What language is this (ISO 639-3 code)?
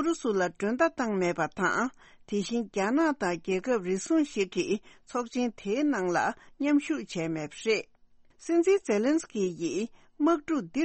bod